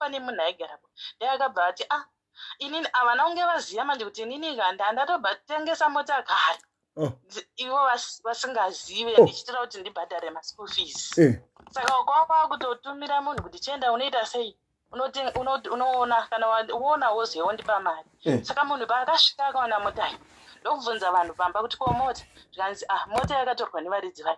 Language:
Shona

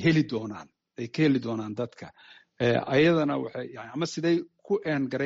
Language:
Somali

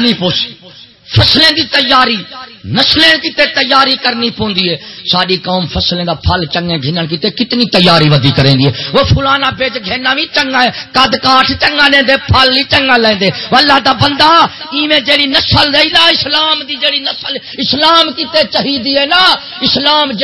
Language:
Saraiki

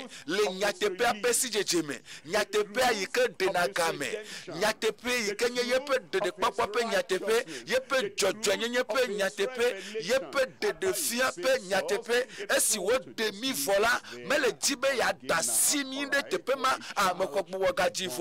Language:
Ewe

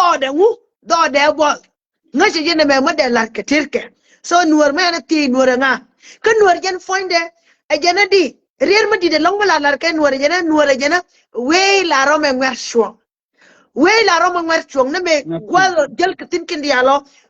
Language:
Nuer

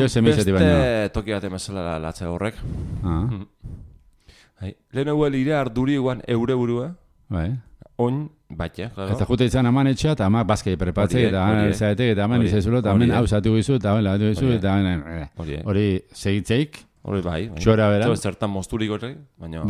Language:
Basque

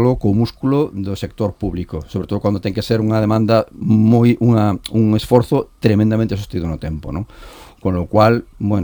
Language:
Galician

